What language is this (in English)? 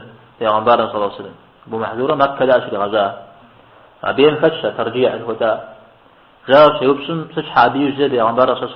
Kabardian